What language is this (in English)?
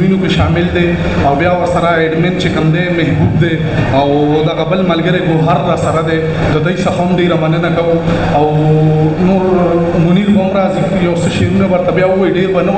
Pashto